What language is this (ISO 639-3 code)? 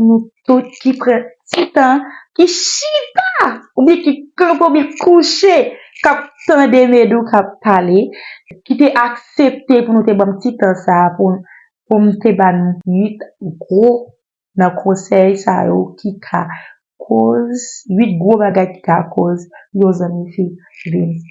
hat